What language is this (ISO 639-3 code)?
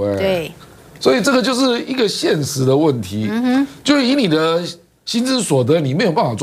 zho